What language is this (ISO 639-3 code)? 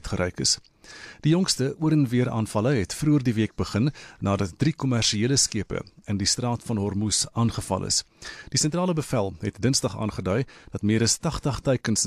afr